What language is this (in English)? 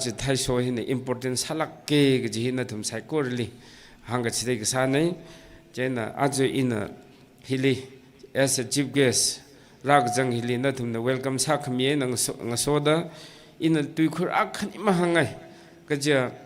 Tangkhul Naga (India)